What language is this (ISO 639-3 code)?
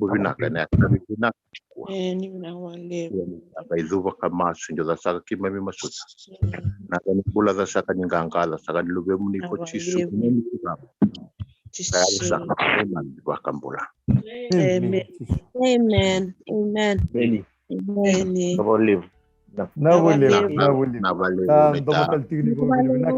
fij